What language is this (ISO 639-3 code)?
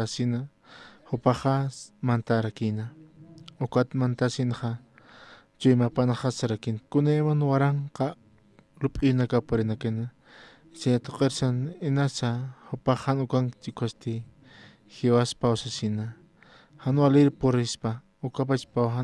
aym